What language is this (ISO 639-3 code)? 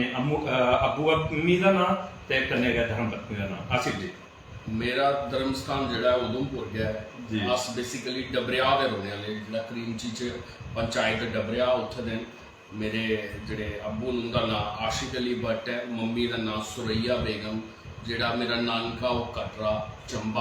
doi